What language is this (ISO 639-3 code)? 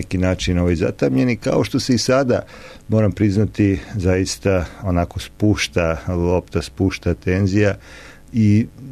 srp